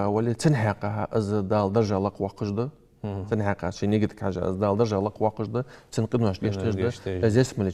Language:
Ingush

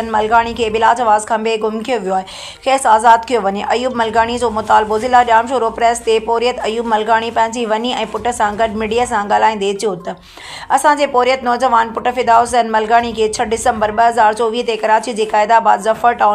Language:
Sindhi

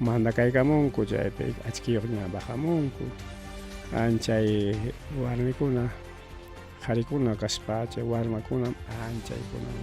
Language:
Ayacucho Quechua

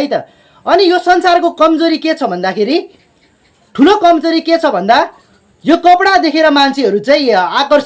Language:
Nepali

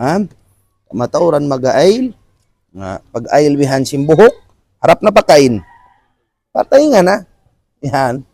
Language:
Tausug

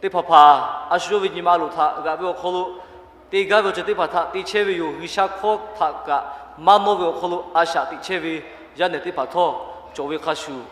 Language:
Lahu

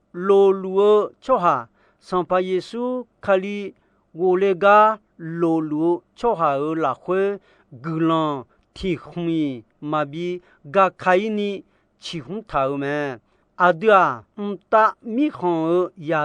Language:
Akha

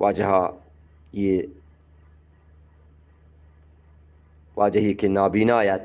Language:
Eastern Balochi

